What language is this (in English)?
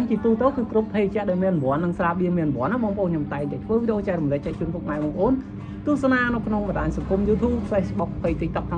Khmer